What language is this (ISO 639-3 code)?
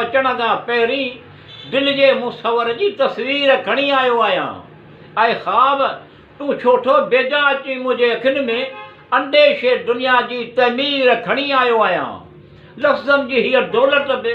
snd